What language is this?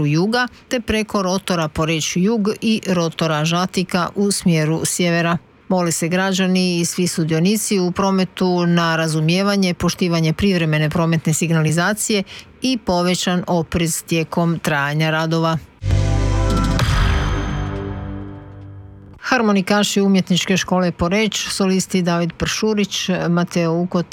Croatian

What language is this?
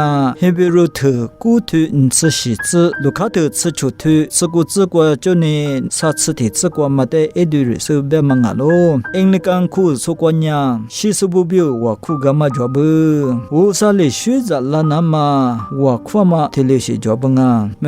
Lisu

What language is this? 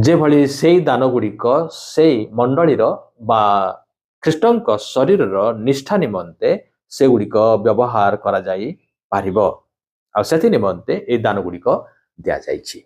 Odia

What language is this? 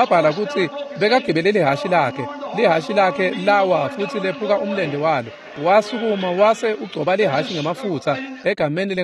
Swati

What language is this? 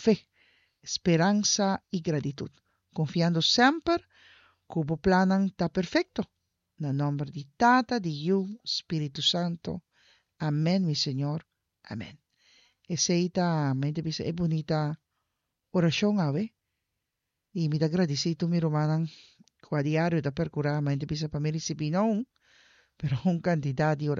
Papiamento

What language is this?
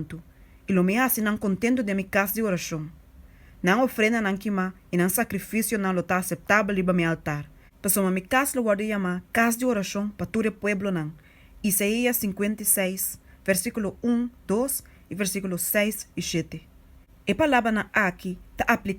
Papiamento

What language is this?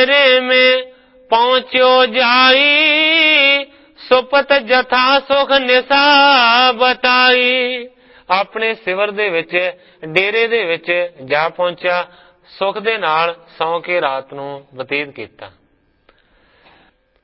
Punjabi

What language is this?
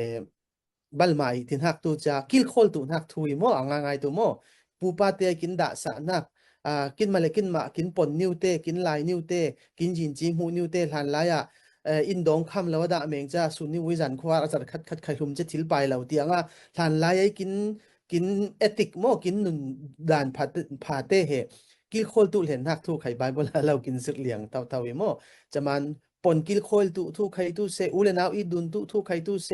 Falam Chin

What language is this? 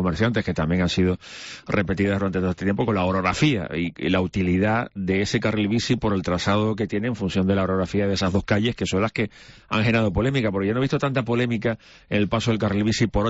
Spanish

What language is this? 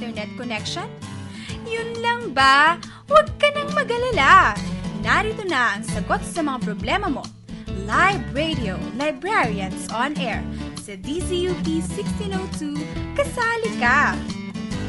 Filipino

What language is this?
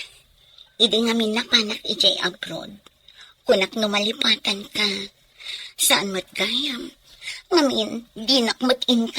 Iloko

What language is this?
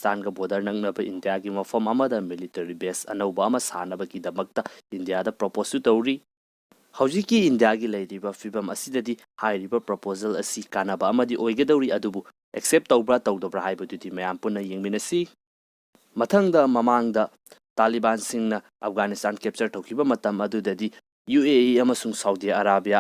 Manipuri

